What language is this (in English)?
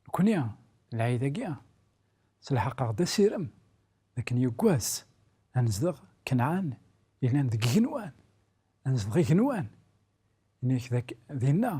Kabyle